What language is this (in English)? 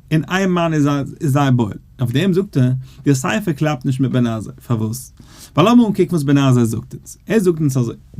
Yiddish